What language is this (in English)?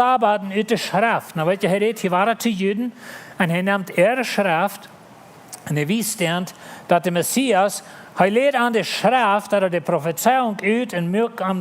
Plautdietsch